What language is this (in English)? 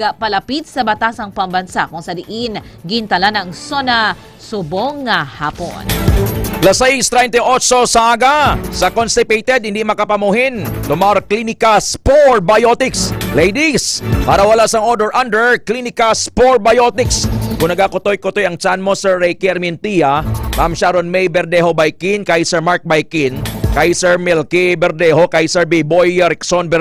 Hiligaynon